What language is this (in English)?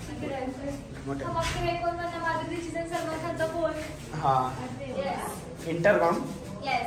Marathi